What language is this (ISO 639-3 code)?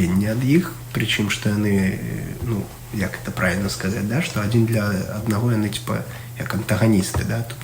bel